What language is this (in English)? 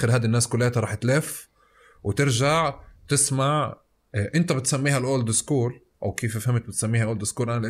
North Levantine Arabic